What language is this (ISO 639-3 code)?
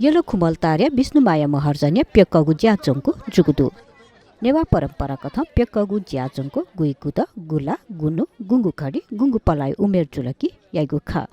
new